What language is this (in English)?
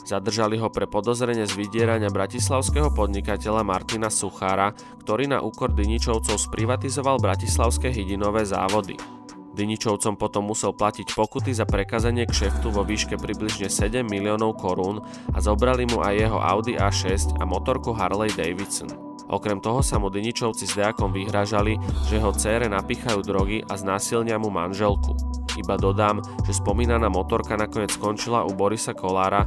Slovak